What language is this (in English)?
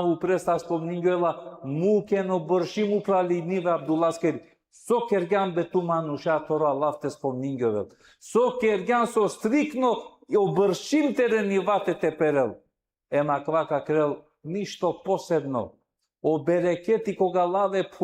Balkan Romani